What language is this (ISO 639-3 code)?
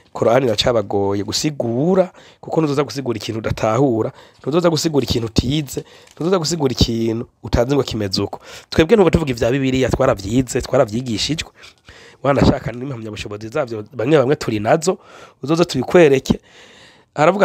run